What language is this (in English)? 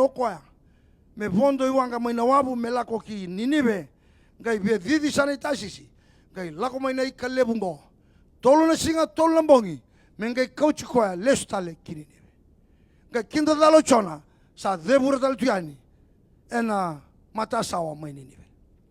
Fijian